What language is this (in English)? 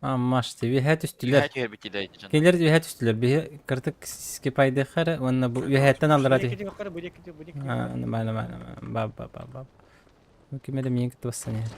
Yakut